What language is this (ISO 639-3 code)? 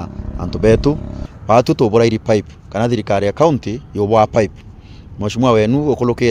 mer